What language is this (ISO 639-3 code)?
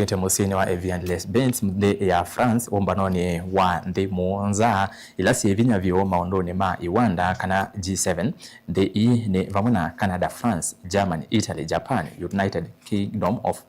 kam